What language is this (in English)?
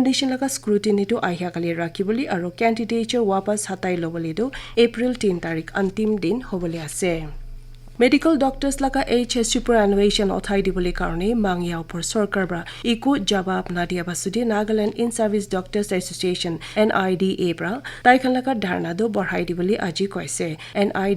Naga Pidgin